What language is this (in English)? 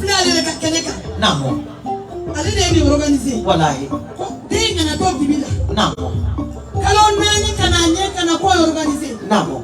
Bambara